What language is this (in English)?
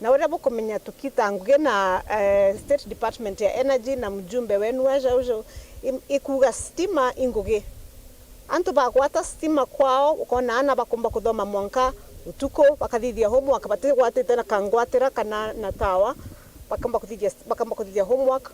Meru